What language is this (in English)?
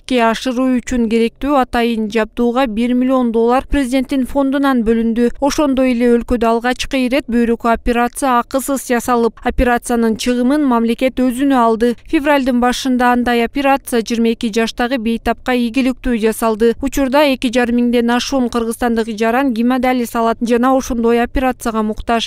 Kyrgyz